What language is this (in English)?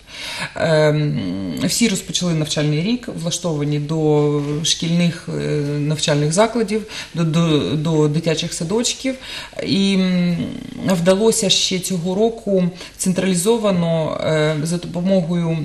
Ukrainian